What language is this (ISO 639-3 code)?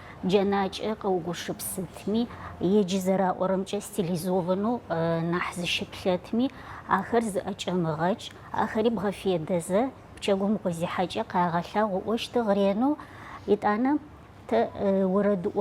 ady